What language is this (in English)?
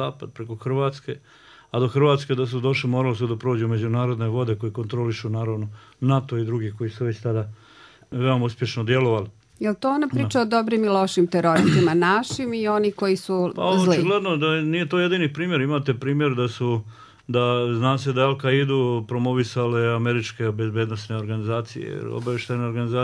Bosnian